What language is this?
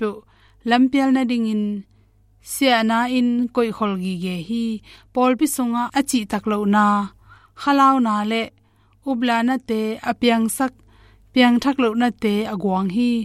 Tedim Chin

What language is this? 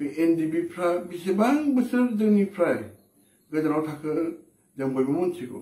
Bodo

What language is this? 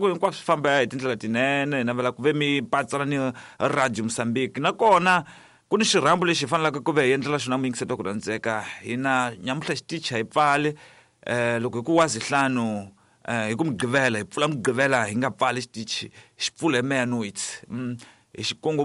Tsonga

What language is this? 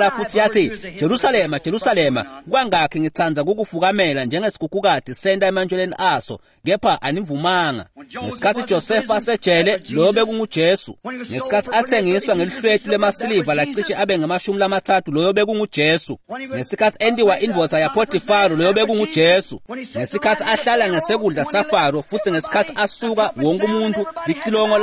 Swati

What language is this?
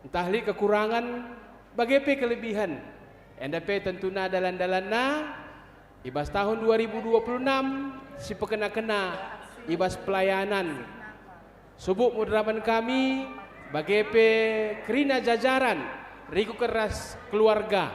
Batak Karo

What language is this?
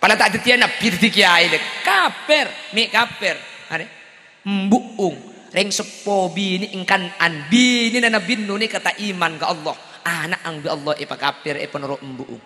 Madurese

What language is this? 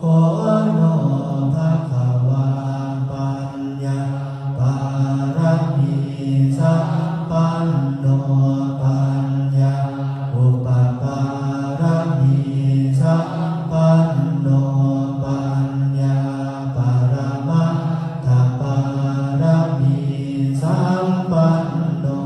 Pali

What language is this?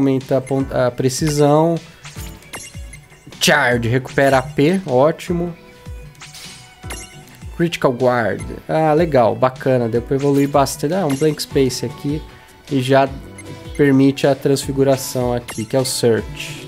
Portuguese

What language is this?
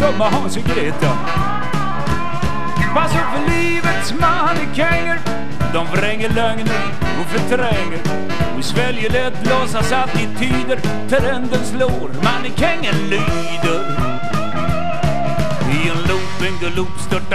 Swedish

